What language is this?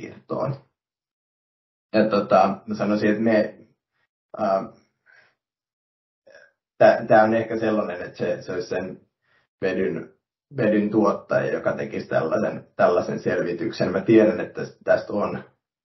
Finnish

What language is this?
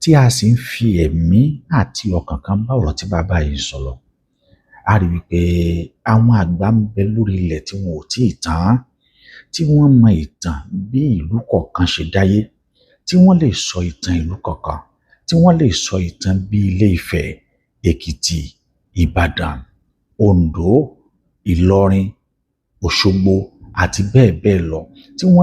Yoruba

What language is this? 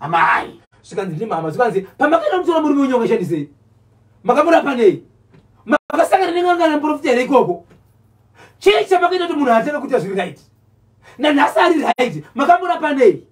Shona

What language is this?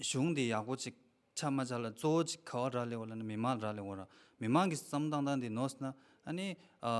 Tibetan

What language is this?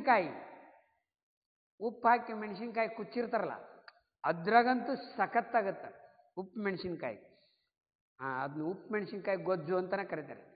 Kannada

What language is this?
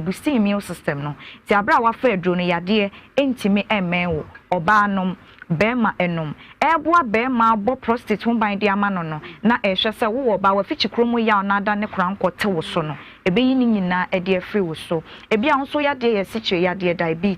Akan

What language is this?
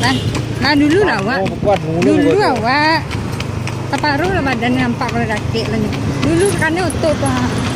Minangkabau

